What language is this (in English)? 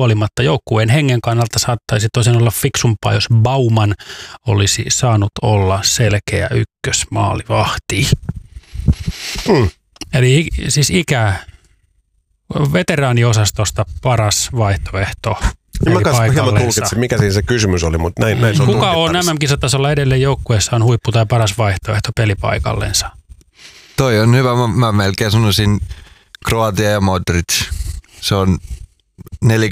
Finnish